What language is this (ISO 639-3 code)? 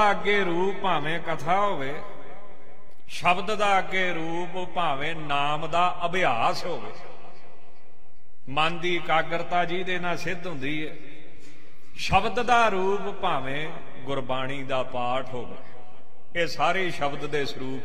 pan